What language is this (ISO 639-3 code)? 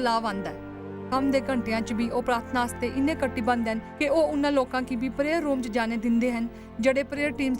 doi